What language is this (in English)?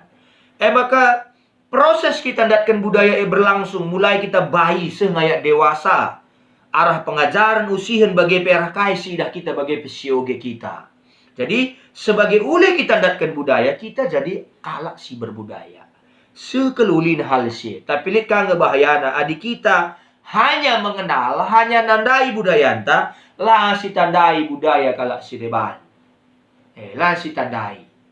Batak Karo